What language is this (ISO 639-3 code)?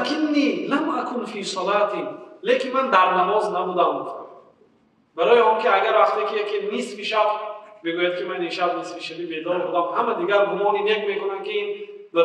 tgk